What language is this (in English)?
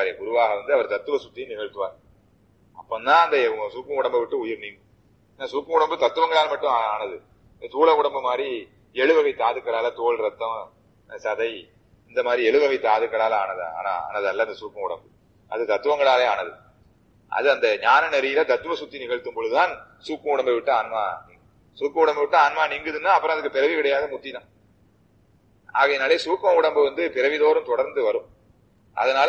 Tamil